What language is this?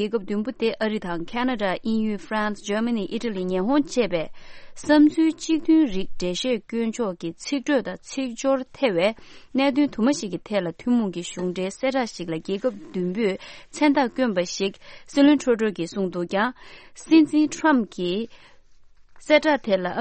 Tibetan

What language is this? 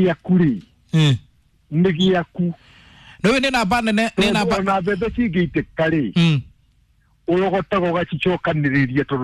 Kikuyu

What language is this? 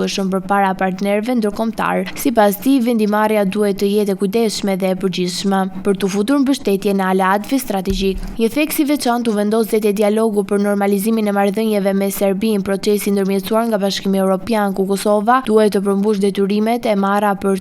Albanian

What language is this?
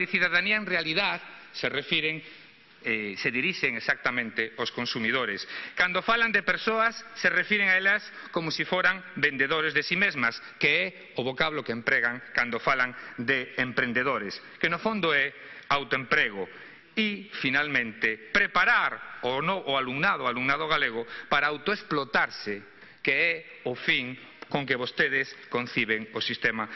Galician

